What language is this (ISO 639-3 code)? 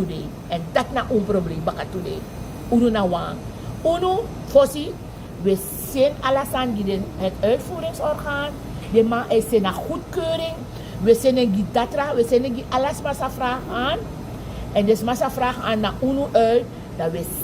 srn